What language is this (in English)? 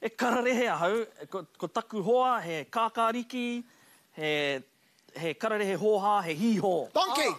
Māori